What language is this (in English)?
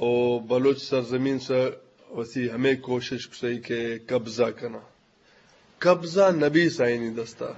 Eastern Balochi